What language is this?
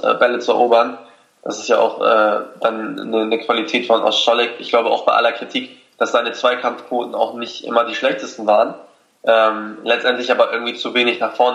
German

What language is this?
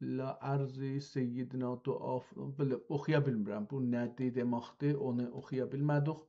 South Azerbaijani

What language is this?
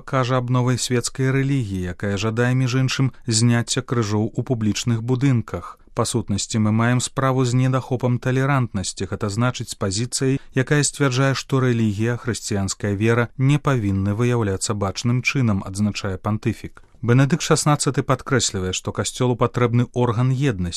Belarusian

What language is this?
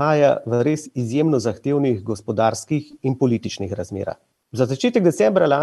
Slovenian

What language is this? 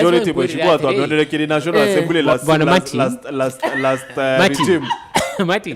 Meru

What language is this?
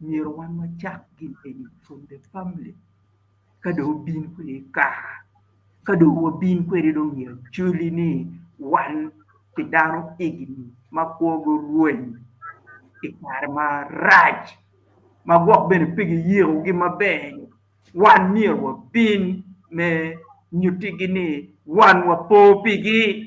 Acoli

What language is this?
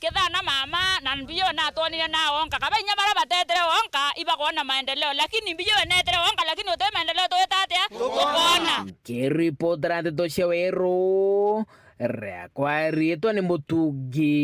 Meru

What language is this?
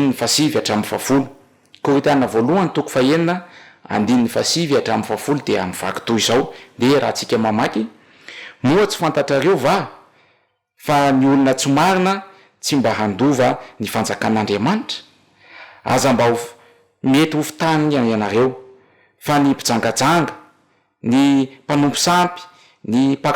Malagasy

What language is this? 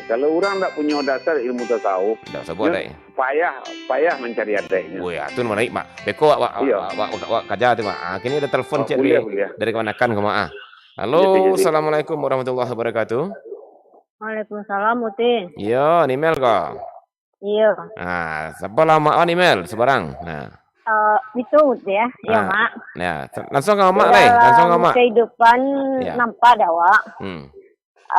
Minangkabau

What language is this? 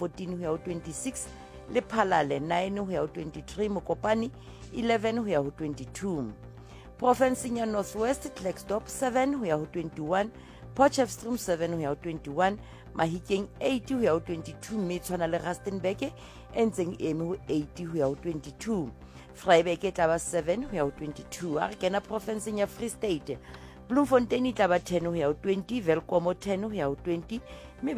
Southern Sotho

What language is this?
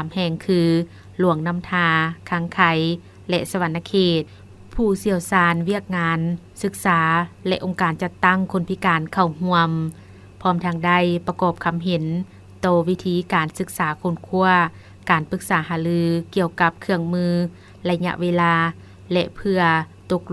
Lao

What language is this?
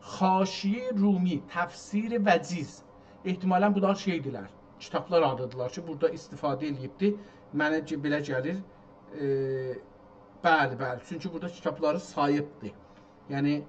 South Azerbaijani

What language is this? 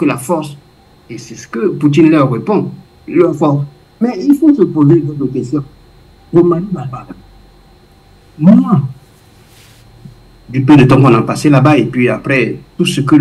French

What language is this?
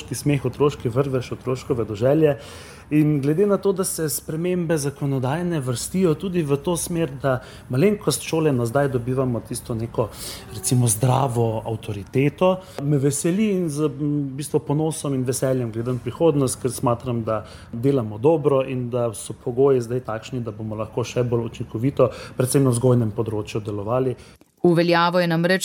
Slovenian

